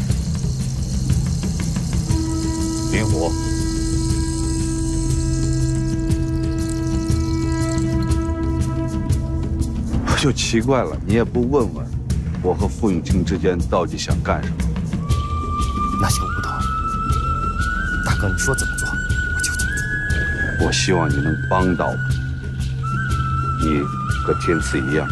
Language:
Chinese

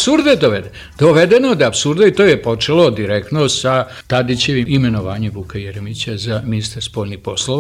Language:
Serbian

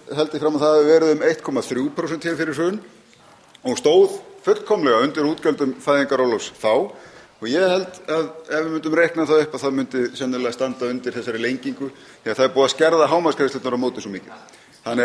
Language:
Icelandic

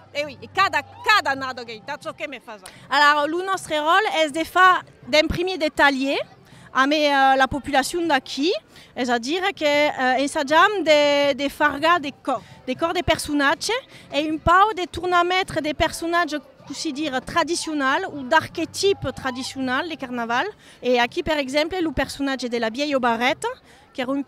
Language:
Occitan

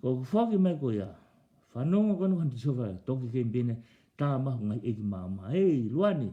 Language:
Tongan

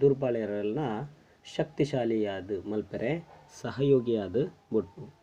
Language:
Tulu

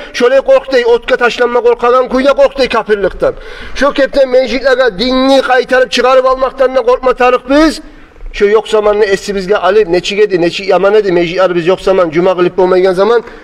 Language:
Kumyk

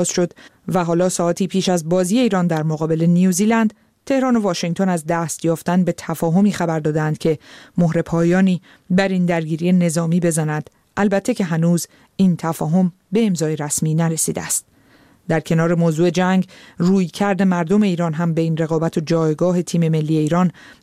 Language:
Persian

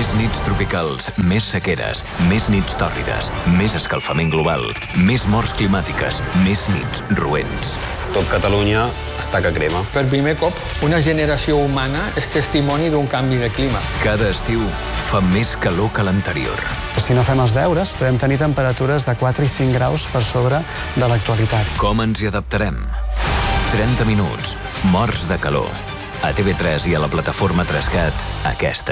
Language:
Catalan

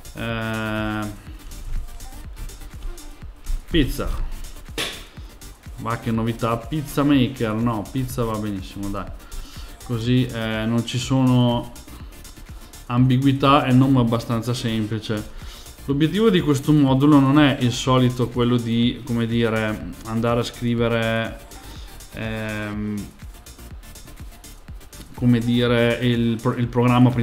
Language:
Italian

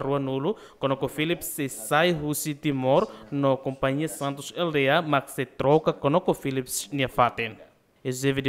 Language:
Tetum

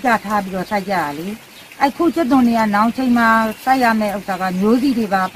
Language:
Burmese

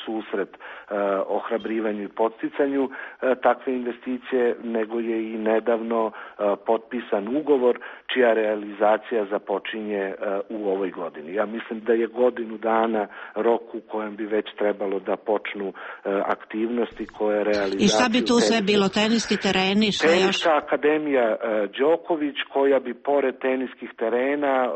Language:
Serbian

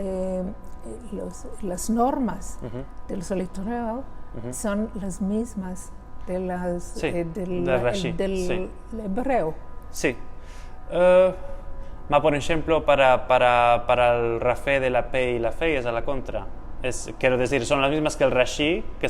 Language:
Ladino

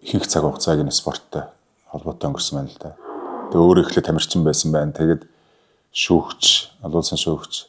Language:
Mongolian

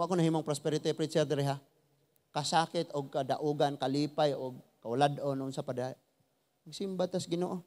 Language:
Cebuano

